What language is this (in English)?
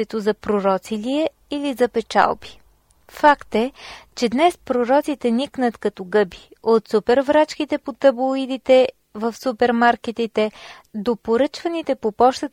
Bulgarian